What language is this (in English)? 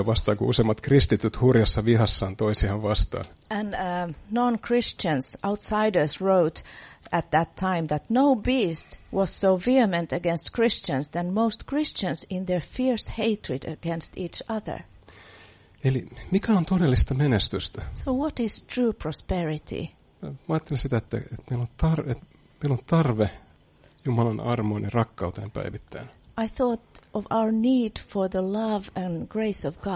Finnish